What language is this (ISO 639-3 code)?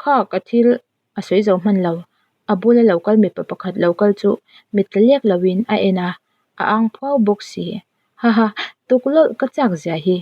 lus